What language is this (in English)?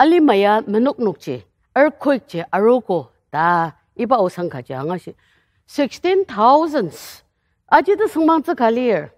Ao Naga